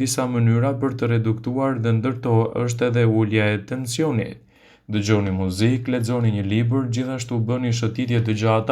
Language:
Albanian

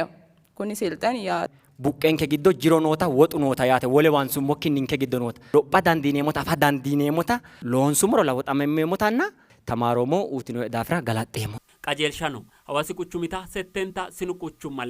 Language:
Sidamo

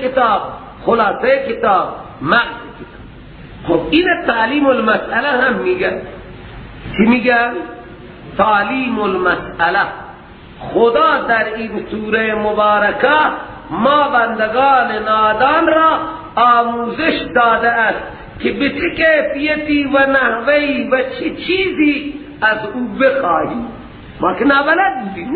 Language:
Persian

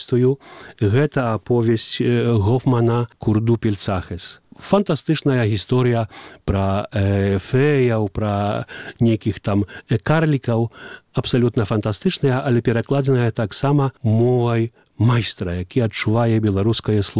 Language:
Belarusian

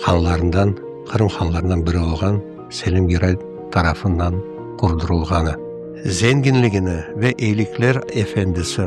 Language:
Crimean Tatar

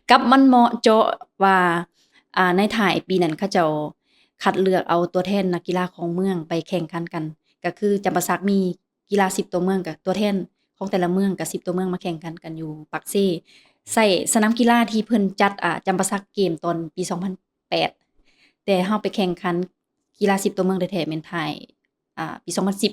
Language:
Lao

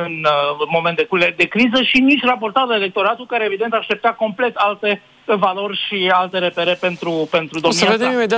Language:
Romanian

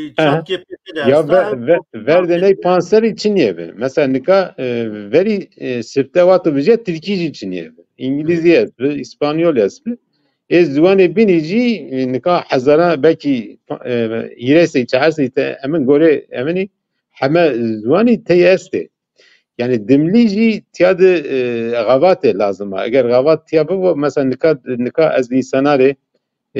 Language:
Zaza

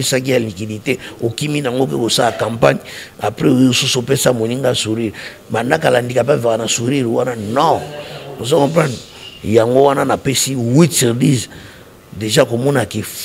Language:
Lingala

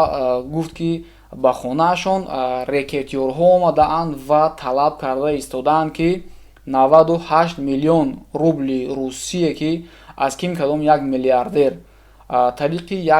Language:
Tajik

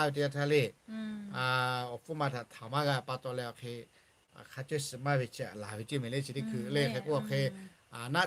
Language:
Lahu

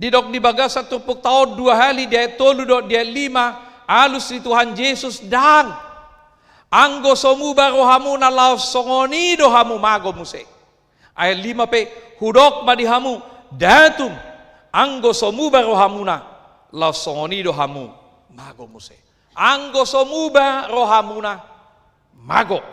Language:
Batak Toba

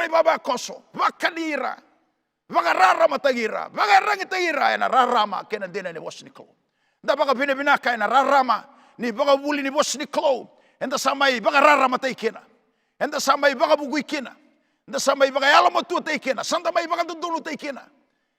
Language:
Fijian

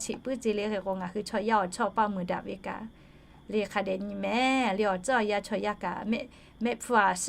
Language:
Lahu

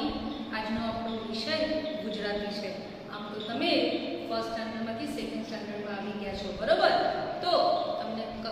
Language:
Gujarati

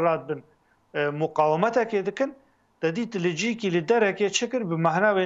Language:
Kurdish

